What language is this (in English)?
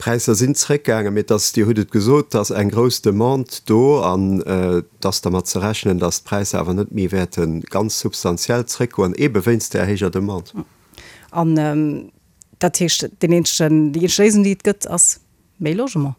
Luxembourgish